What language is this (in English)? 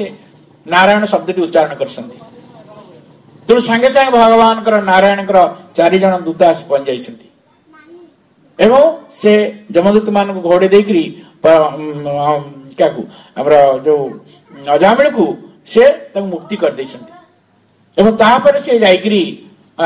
Odia